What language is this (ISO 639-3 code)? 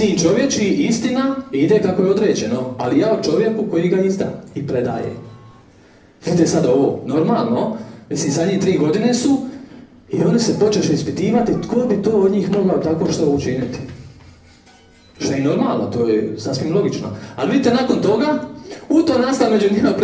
hrv